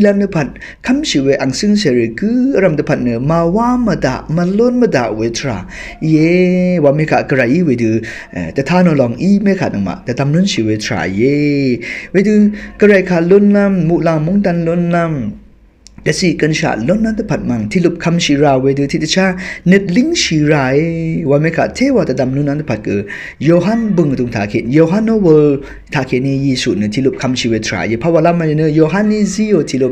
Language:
Rawang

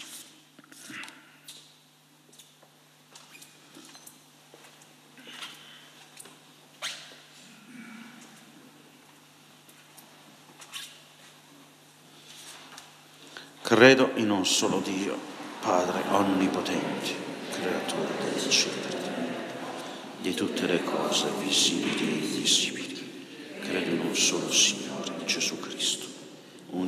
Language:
Italian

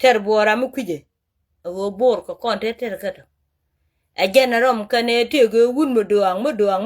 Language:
Nuer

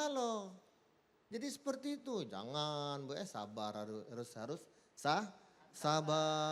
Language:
Musi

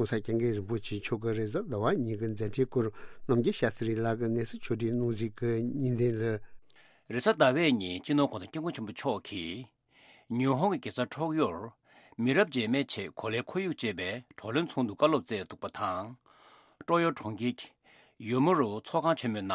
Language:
Tibetan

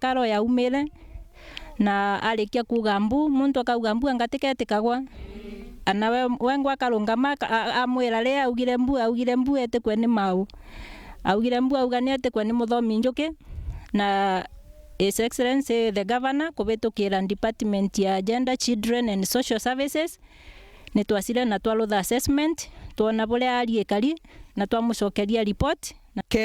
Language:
Meru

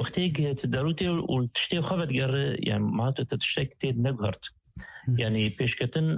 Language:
Kurdish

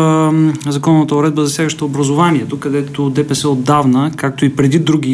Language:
Bulgarian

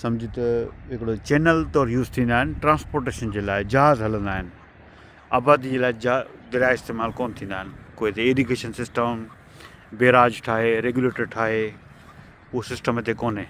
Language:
Sindhi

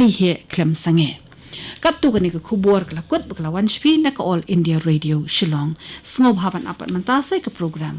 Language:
Khasi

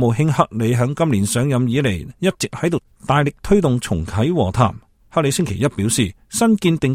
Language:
Cantonese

